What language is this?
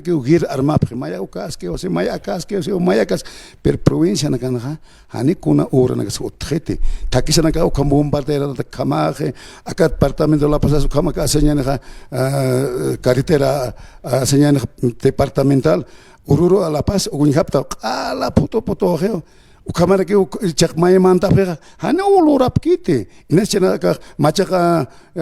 Aymara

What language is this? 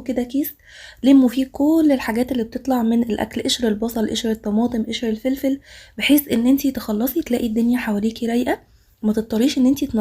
Egyptian Arabic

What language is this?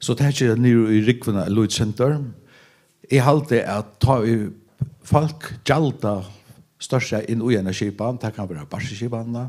Faroese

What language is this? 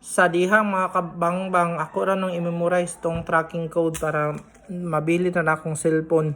Cebuano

